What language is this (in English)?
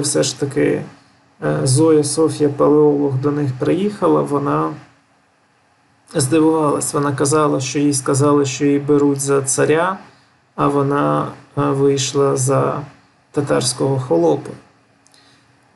Ukrainian